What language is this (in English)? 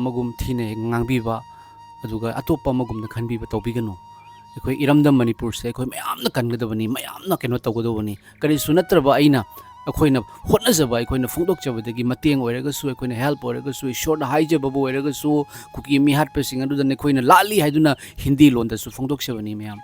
Manipuri